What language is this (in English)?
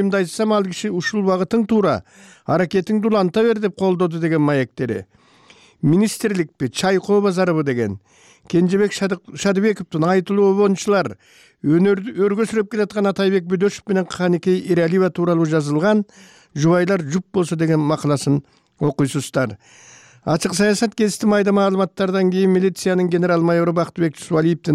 Kyrgyz